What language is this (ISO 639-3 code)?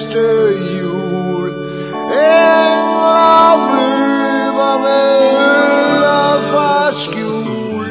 dan